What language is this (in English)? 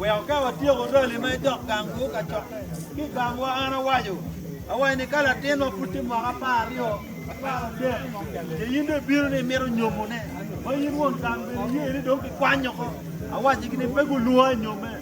Acoli